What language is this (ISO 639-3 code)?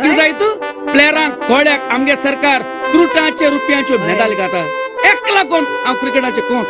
kok